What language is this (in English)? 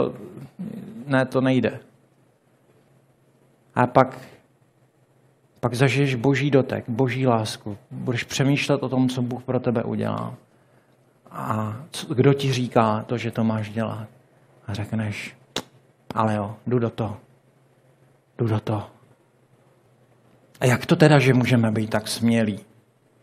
Czech